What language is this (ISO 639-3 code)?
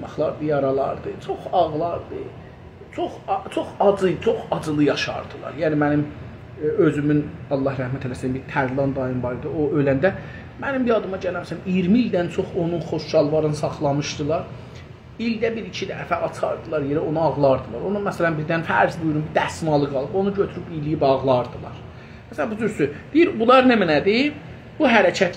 azb